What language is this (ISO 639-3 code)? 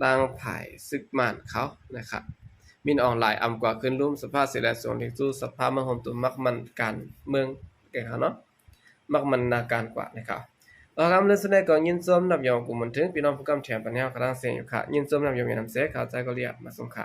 shn